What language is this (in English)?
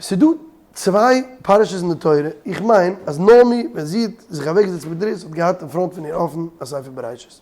Yiddish